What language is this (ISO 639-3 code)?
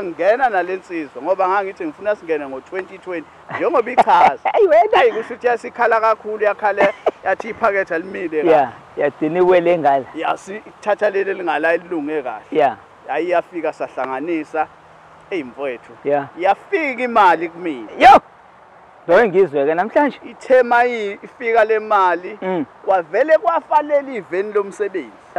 zul